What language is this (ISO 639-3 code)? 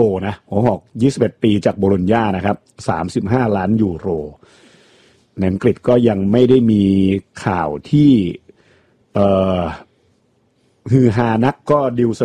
tha